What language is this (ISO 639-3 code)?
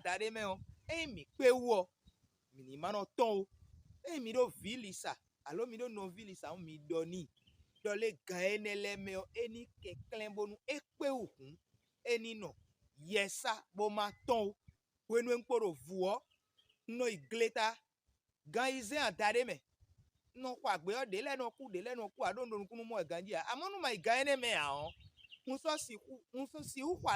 fon